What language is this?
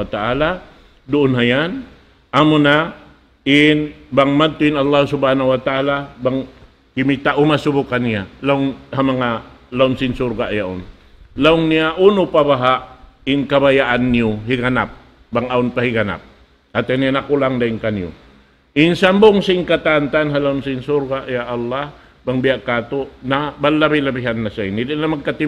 Tausug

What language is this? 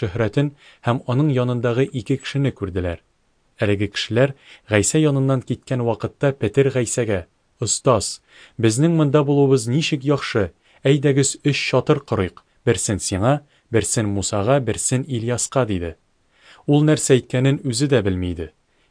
Tatar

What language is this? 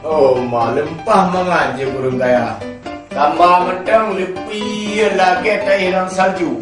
Achinese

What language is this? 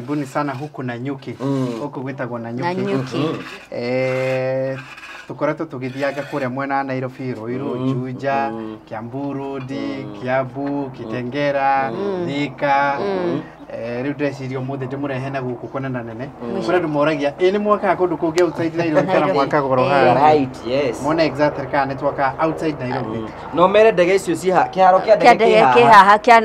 Kikuyu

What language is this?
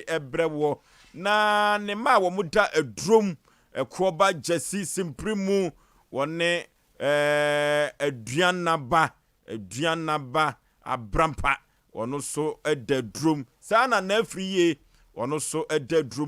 Akan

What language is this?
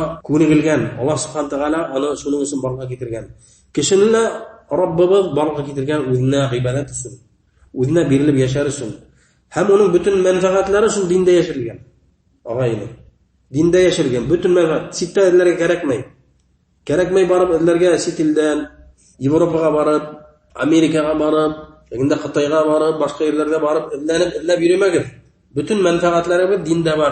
Bashkir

